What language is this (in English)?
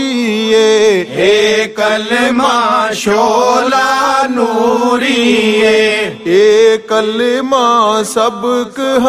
Urdu